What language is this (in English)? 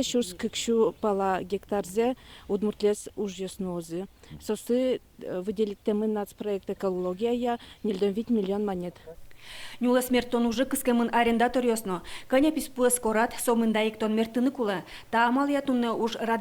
Udmurt